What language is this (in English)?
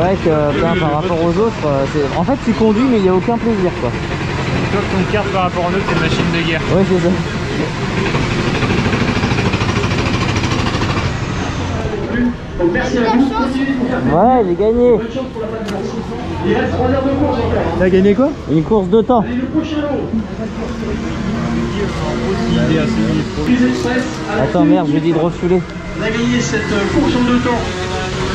French